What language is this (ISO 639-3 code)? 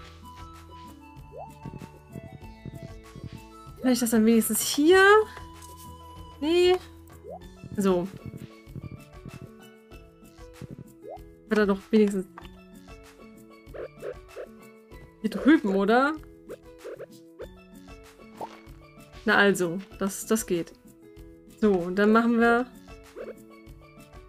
deu